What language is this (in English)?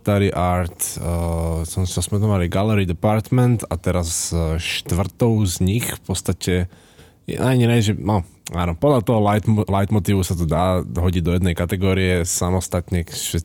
Slovak